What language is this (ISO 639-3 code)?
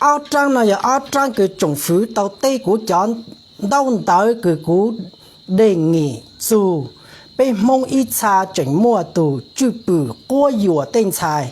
hmn